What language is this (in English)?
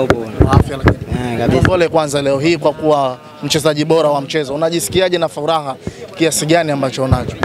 Swahili